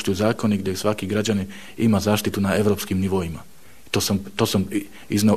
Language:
Bosnian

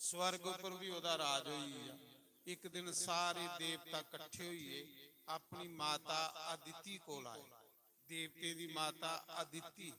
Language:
Dogri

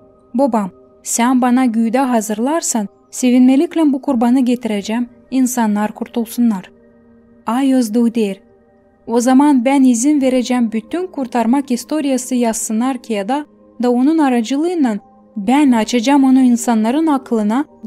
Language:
Gagauz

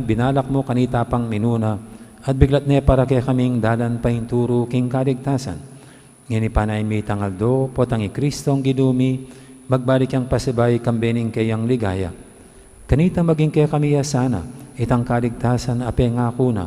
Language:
Pampanga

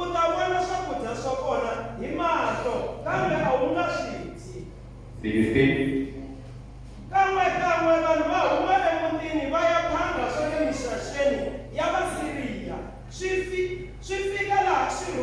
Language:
Tsonga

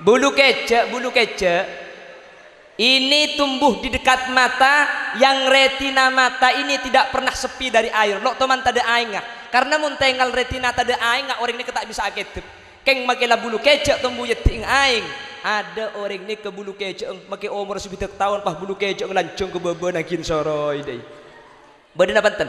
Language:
Madurese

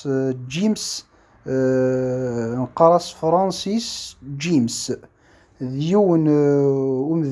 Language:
Kabyle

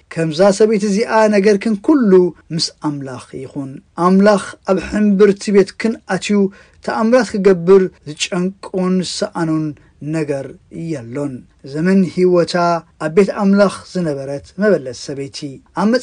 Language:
Tigrinya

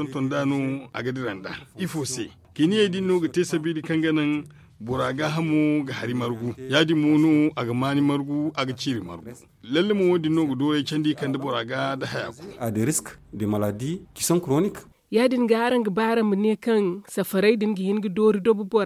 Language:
Zarma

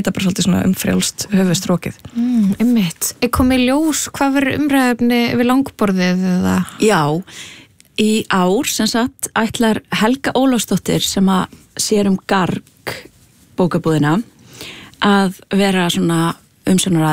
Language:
Icelandic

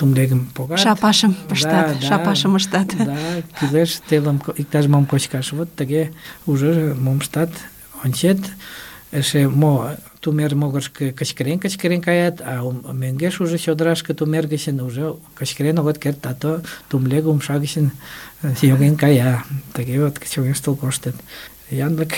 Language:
Mari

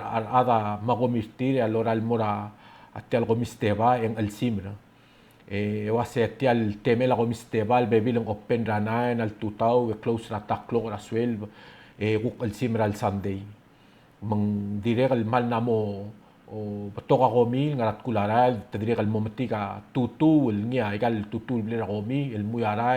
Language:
Palauan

